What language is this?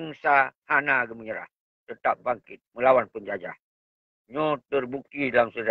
Achinese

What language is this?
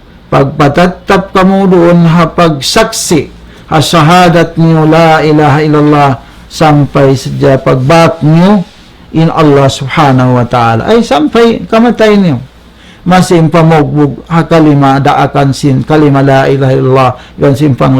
Tausug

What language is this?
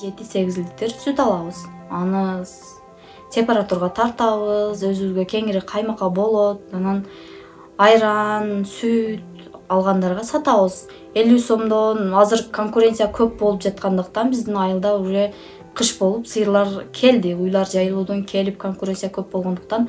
Kyrgyz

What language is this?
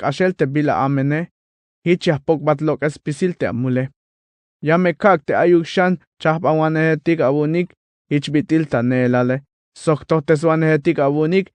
Tzeltal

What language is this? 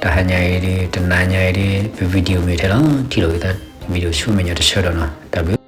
S'gaw Karen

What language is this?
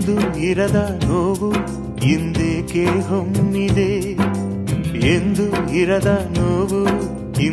Kannada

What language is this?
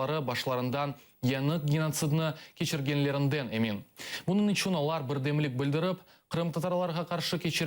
Crimean Tatar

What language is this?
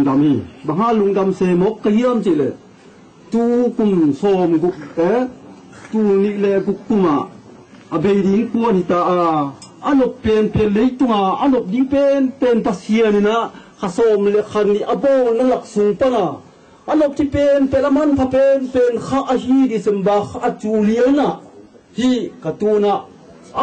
Tedim Chin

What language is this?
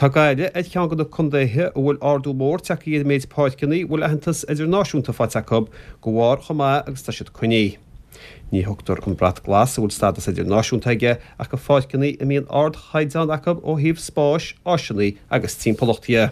Irish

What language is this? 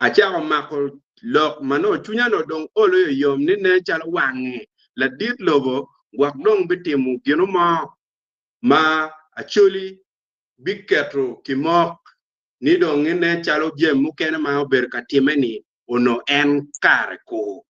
Acoli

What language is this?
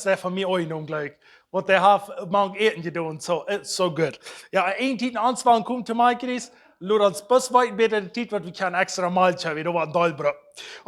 Plautdietsch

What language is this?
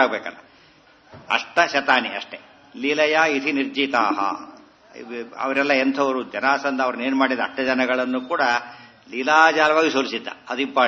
Kannada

